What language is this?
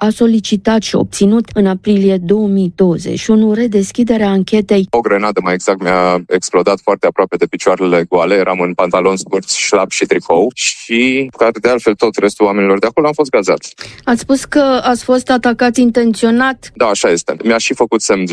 Romanian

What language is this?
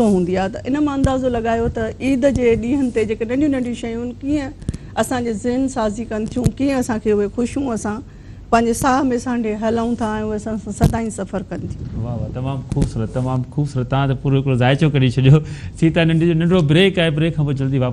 Sindhi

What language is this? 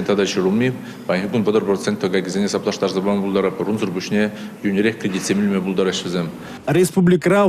Chuvash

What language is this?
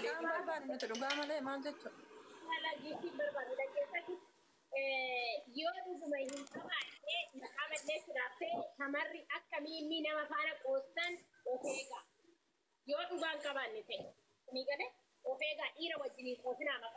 Oromo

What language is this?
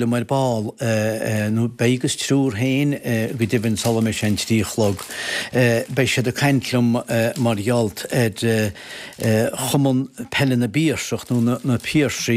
Irish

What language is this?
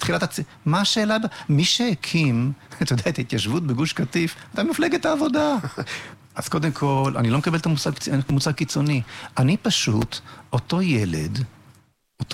Hebrew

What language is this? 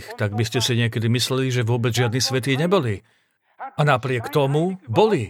Slovak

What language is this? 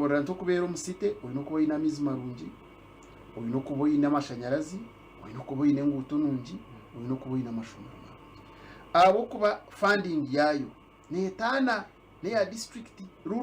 Nyankole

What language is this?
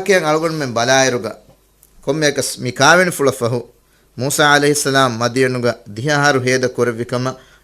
Divehi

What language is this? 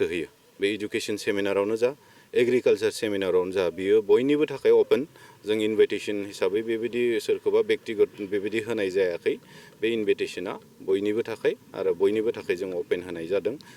Bodo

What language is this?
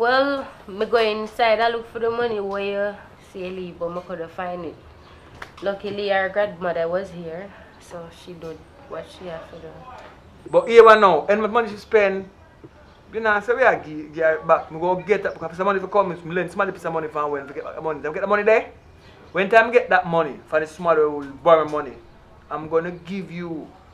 Jamaican Creole English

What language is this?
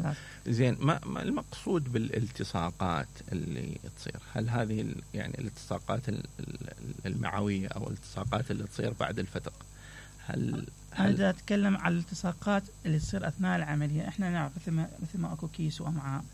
Mesopotamian Arabic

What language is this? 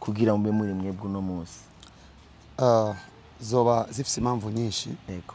Rundi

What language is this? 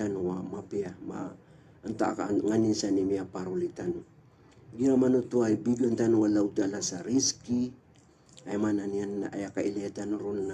Maranao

